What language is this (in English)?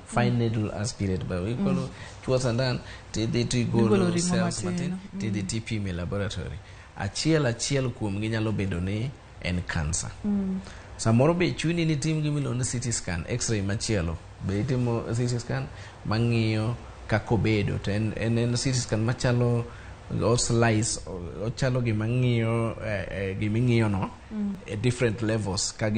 Luo (Kenya and Tanzania)